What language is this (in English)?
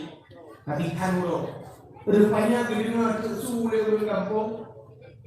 Achinese